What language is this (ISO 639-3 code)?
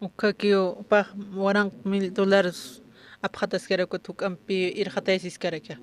aym